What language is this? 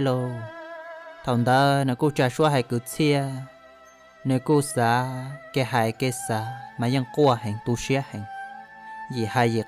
Hmong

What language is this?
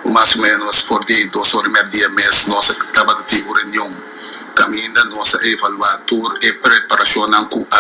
Papiamento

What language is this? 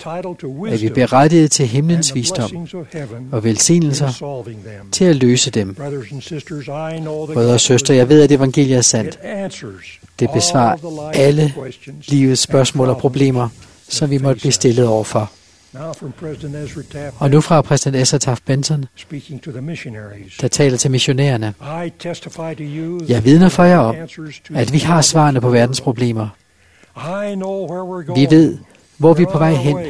Danish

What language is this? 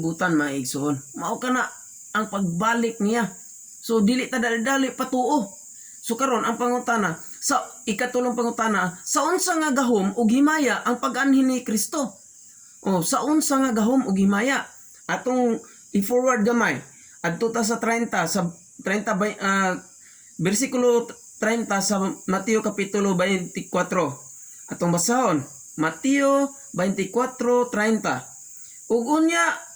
Cebuano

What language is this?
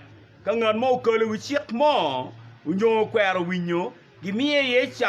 Acoli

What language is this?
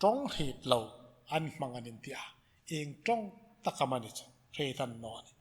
Hmar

